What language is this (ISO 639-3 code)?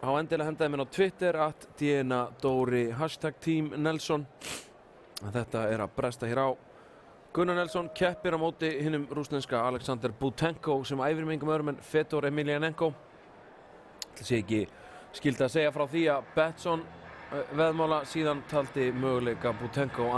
isl